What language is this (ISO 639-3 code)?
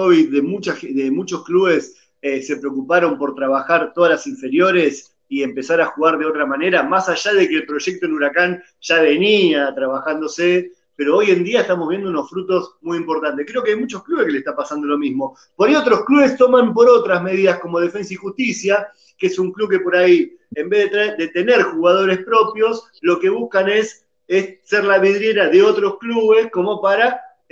spa